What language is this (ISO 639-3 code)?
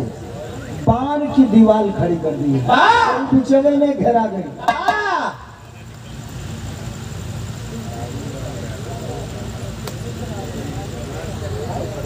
bho